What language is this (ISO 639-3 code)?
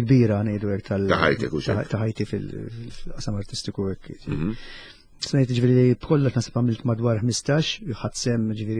mlt